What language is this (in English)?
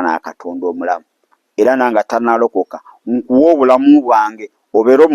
Ganda